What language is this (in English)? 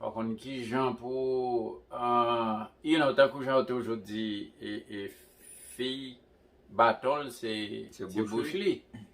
Haitian Creole